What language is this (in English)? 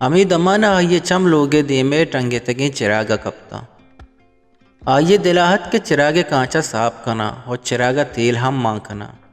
Eastern Balochi